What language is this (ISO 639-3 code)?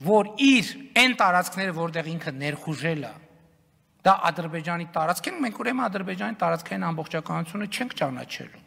hye